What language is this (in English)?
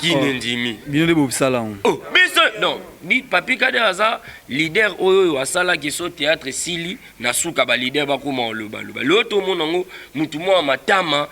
Lingala